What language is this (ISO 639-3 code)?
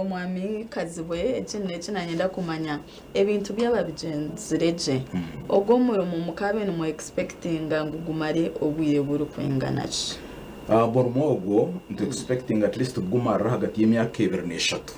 nyn